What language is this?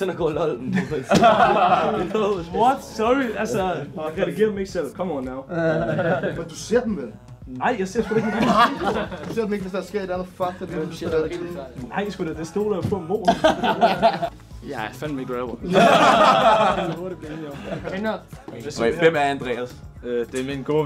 Danish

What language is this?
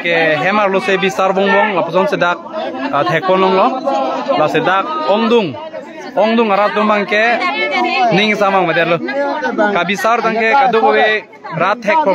Karbi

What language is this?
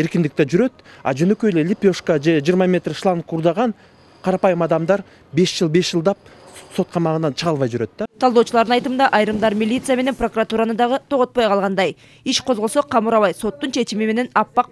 Kyrgyz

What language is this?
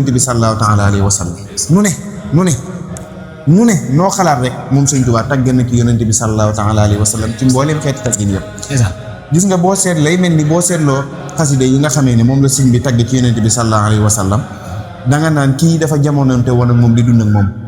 Wolof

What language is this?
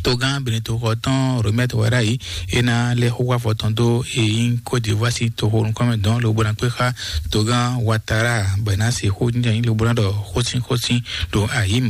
Fon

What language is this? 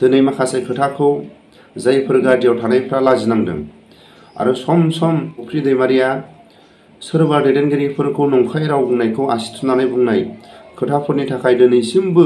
Bodo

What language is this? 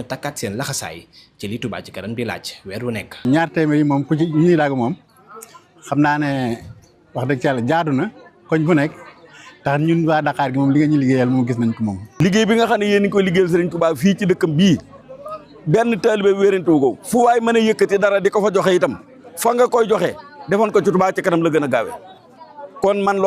Wolof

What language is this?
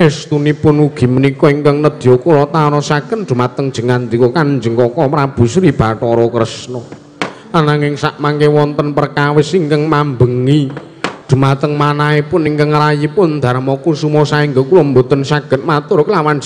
Javanese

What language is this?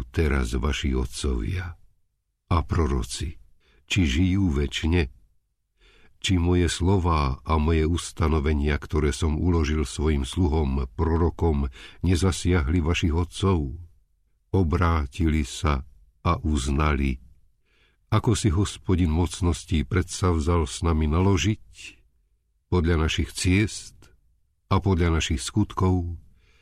Slovak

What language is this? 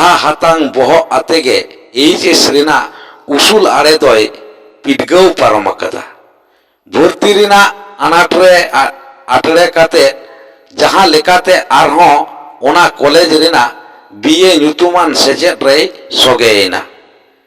Santali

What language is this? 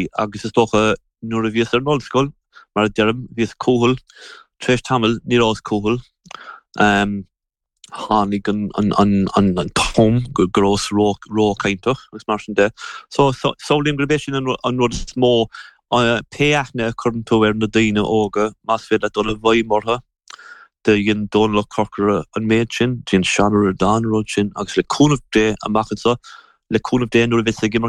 Irish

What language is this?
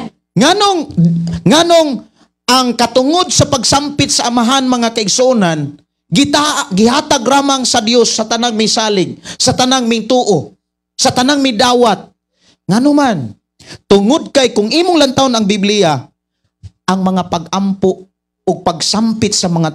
Cebuano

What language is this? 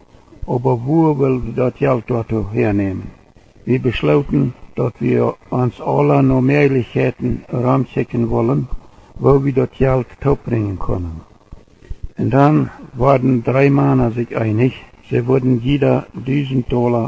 Plautdietsch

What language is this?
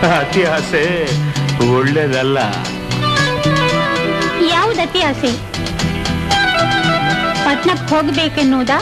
Kannada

